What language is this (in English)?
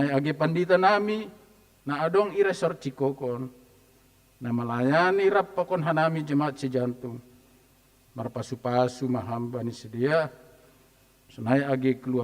Batak Simalungun